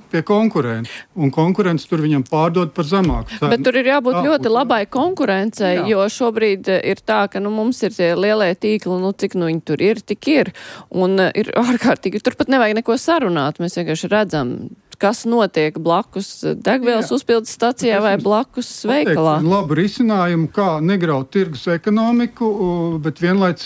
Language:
Latvian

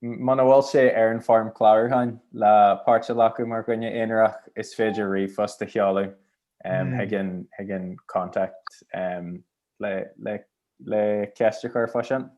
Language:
Irish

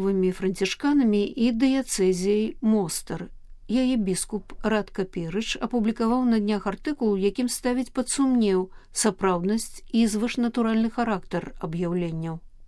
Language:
Belarusian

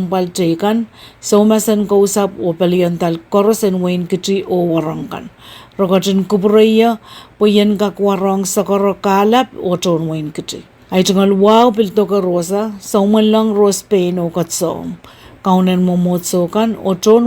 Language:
Pohnpeian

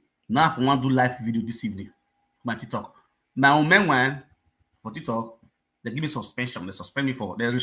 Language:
Nigerian Pidgin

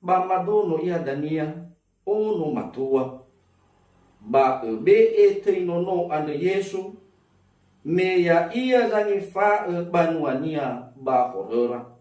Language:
Nias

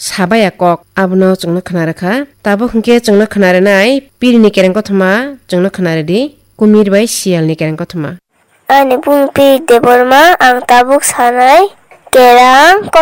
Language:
Kok Borok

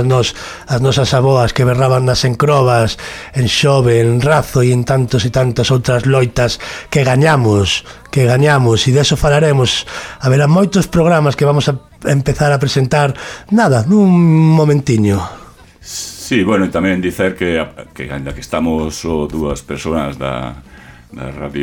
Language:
Galician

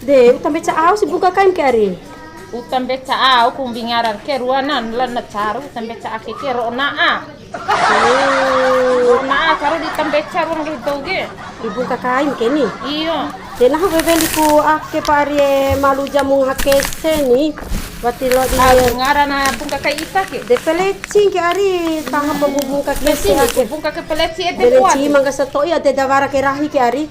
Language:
Bima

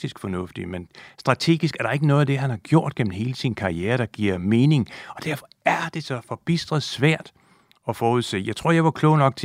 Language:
Danish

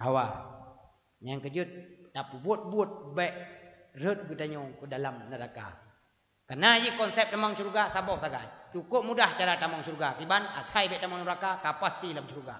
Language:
Achinese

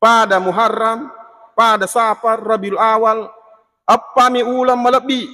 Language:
Buginese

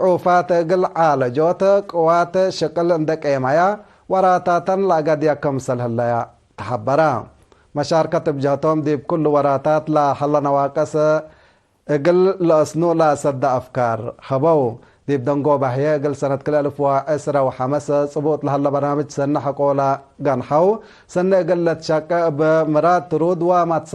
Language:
Tigre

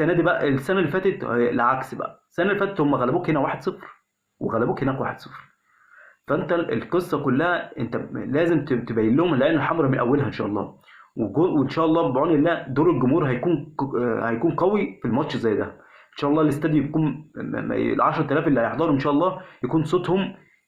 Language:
Egyptian Arabic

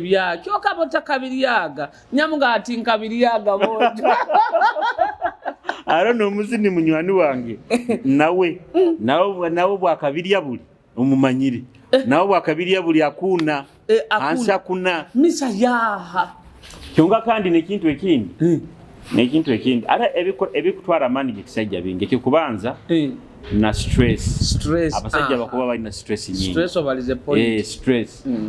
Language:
Nyoro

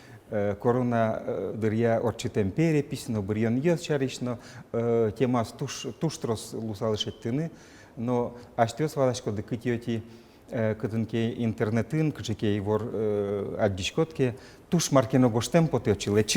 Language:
Udmurt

